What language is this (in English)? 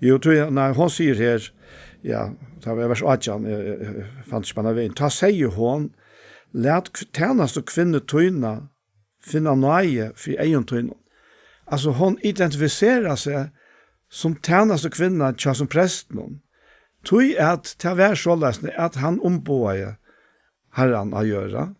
Faroese